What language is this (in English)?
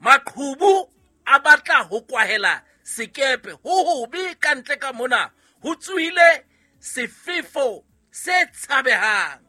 Southern Sotho